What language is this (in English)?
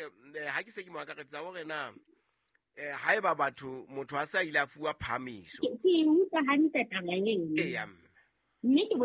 Southern Sotho